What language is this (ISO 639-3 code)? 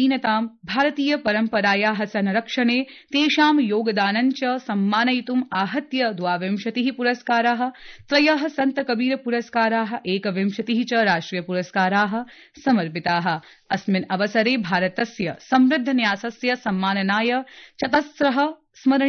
san